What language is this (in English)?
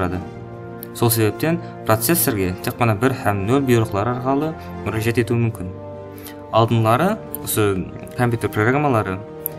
Kara-Kalpak